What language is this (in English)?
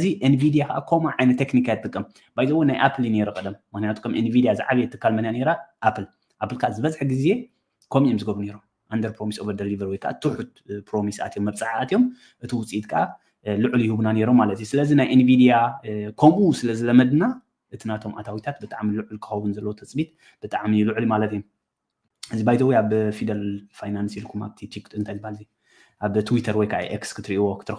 Tigrinya